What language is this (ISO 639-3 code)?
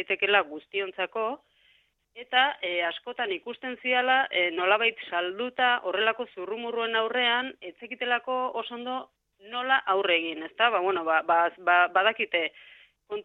eus